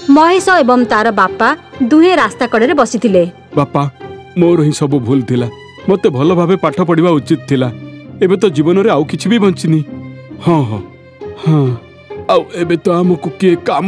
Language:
Odia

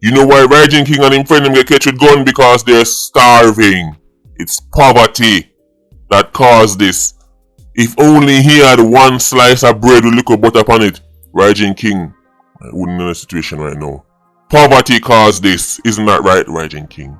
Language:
Jamaican Creole English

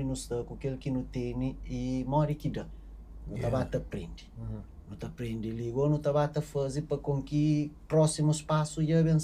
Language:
Kabuverdianu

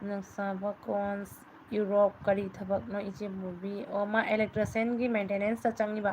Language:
Manipuri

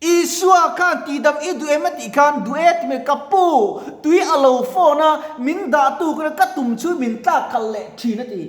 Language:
Mizo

